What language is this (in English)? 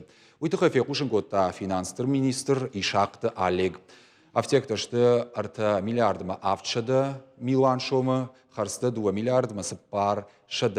Ossetic